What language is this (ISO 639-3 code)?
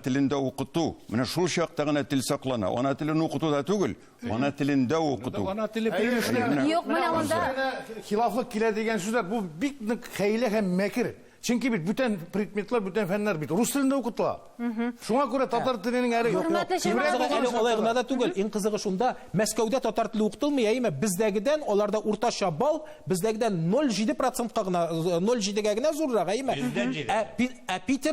tat